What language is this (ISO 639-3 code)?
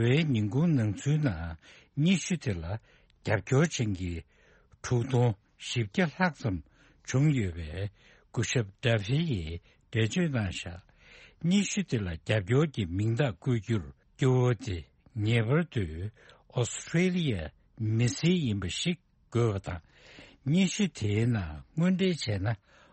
bod